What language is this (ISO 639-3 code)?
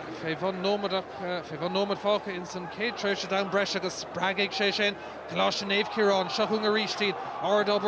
gle